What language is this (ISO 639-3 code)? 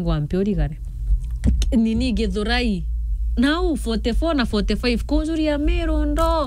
mer